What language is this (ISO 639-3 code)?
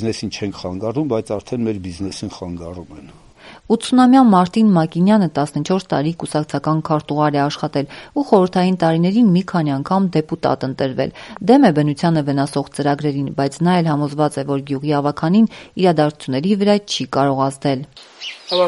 hye